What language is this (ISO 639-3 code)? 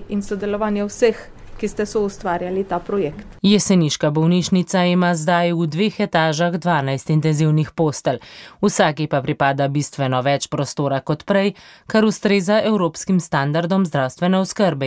slv